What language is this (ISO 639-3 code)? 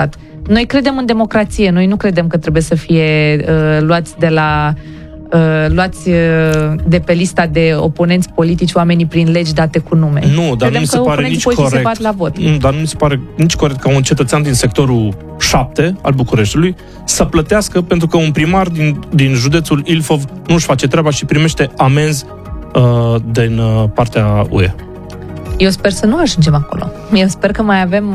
ron